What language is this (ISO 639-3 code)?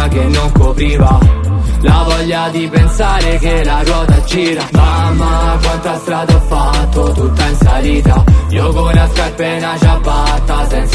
ita